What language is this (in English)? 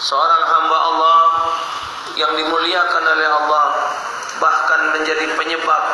Musi